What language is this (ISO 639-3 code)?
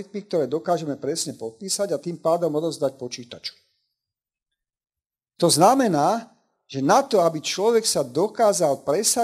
slk